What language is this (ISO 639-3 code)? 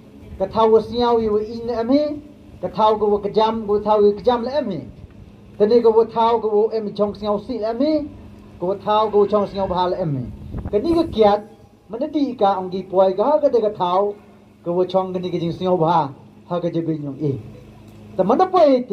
pbv